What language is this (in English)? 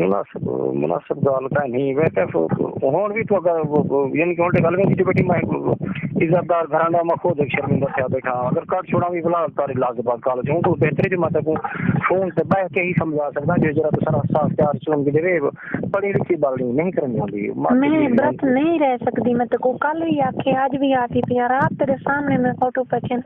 Saraiki